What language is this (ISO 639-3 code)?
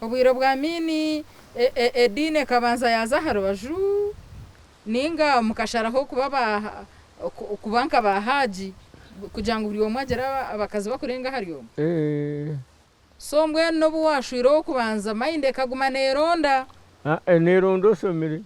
nyn